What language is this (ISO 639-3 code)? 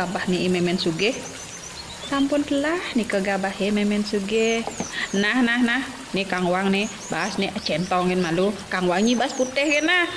ban